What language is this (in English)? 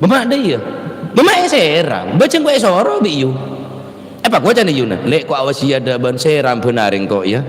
Madurese